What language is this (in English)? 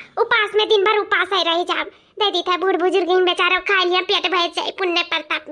Awadhi